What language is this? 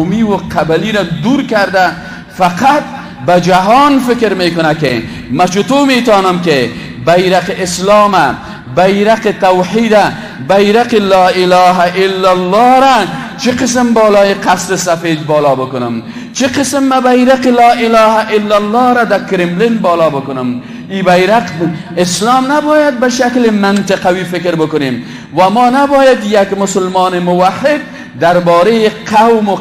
Persian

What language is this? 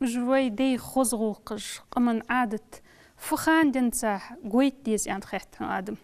Ingush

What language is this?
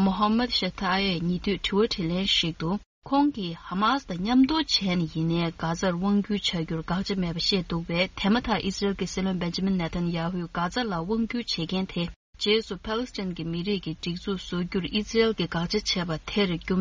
Tibetan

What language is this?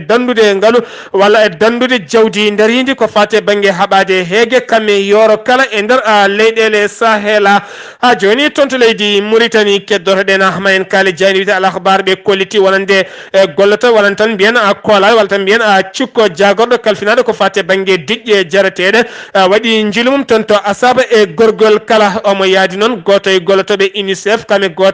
Fula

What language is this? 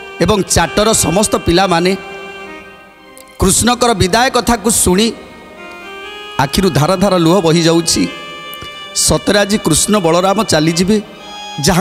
Odia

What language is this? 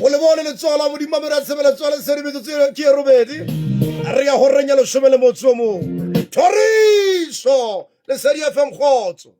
Southern Sotho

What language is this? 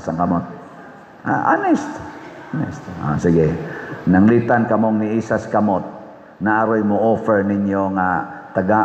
Cebuano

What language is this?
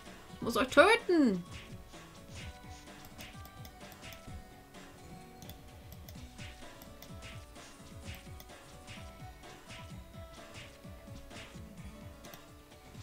German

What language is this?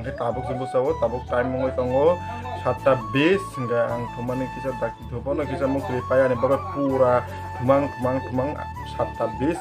Kok Borok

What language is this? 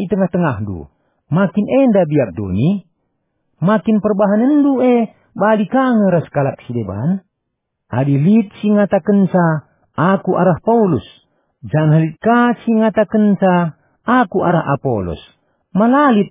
Batak Karo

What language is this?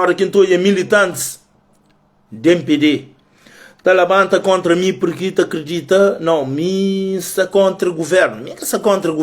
Kabuverdianu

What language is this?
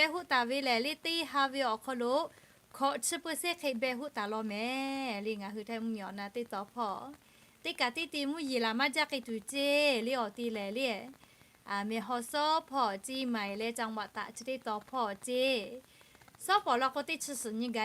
Lahu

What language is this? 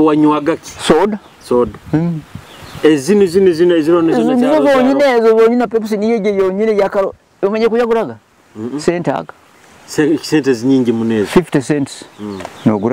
Nyoro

